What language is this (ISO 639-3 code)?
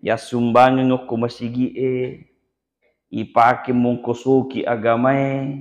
bug